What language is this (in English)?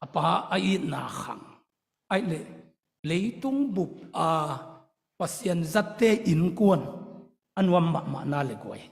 Tedim Chin